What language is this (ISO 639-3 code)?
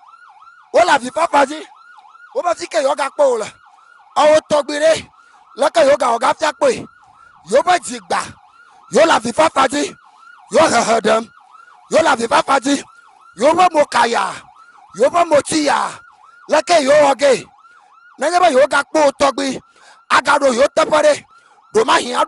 ewe